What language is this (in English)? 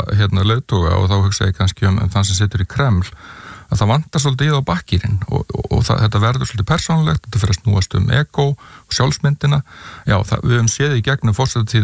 Icelandic